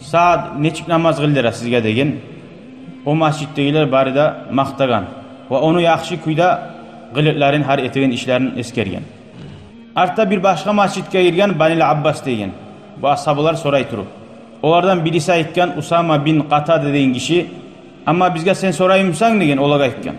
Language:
Kumyk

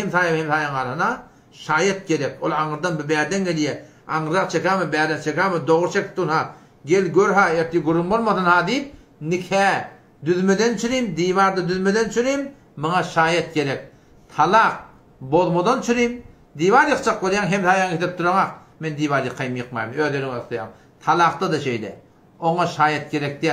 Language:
Turkmen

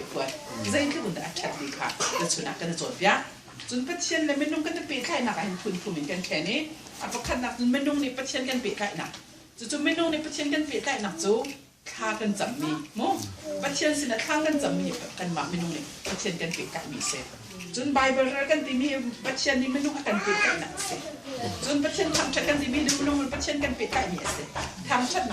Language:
Hakha Chin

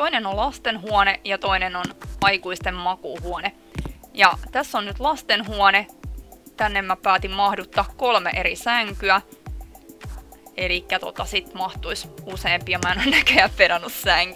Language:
Finnish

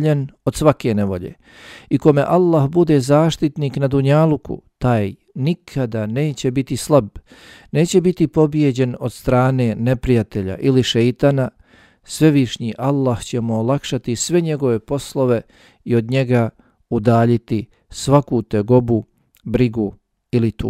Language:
Bosnian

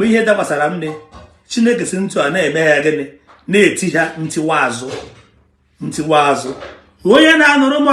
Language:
Igbo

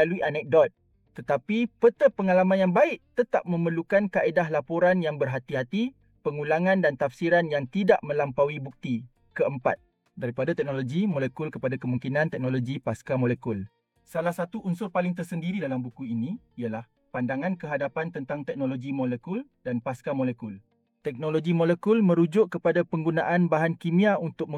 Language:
Malay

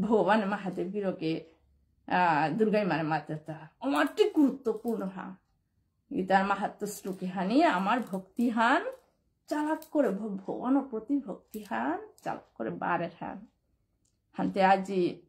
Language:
Bishnupriya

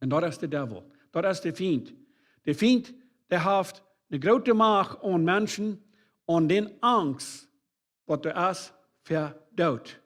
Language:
Plautdietsch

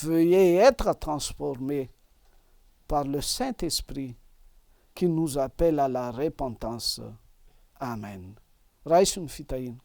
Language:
Malagasy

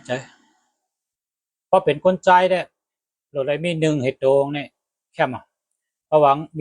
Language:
Shan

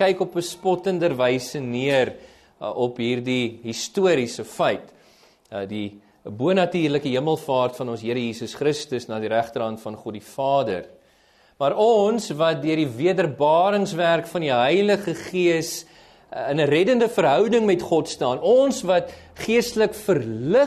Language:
Afrikaans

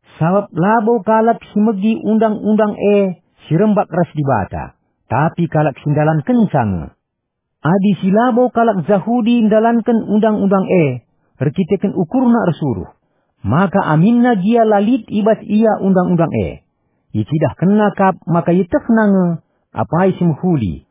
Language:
Batak Karo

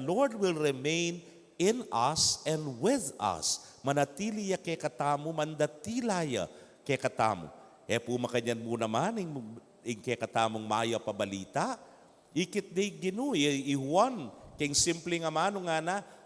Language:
Pampanga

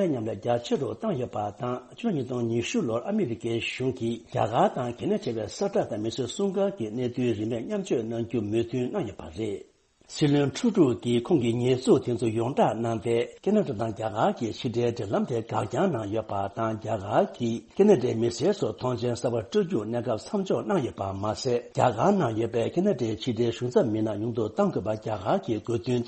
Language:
Tibetan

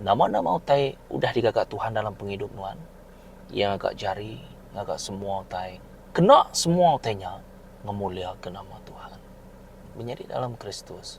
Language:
Iban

